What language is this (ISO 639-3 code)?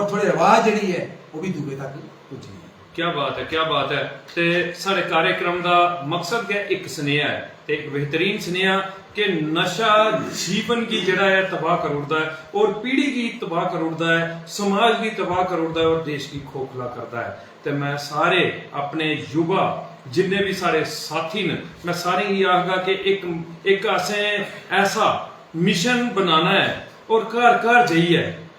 doi